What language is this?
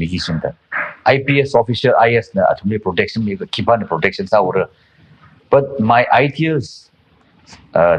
Tangkhul Naga (India)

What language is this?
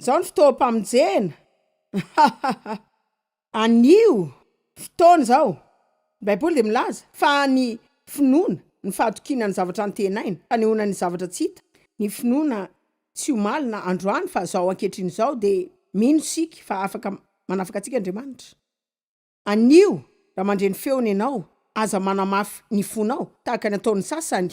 Malagasy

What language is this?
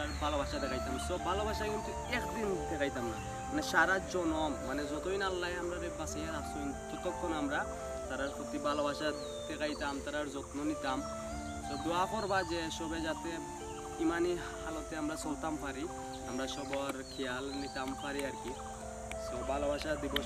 Sylheti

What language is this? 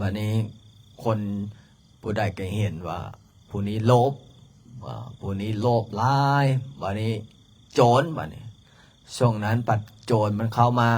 Lao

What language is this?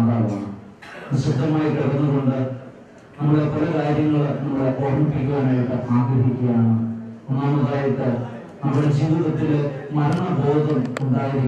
Malayalam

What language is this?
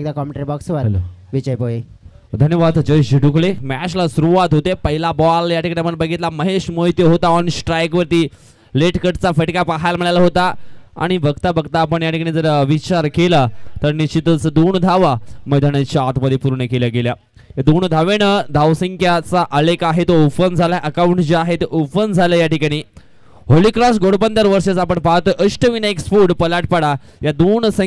Marathi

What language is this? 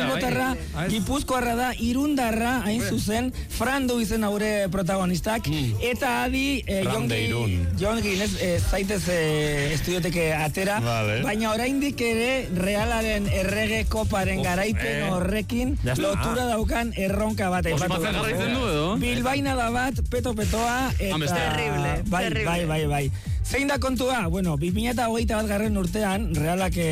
Basque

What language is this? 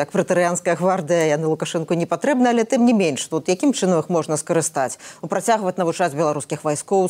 Belarusian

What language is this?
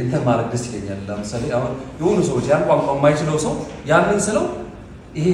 Amharic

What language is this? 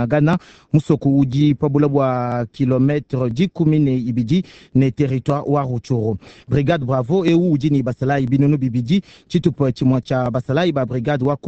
Luba-Lulua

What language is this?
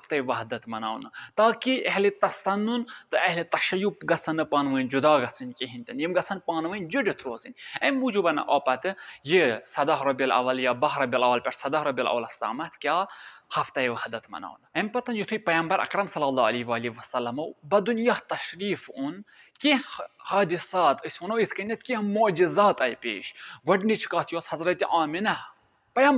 Kashmiri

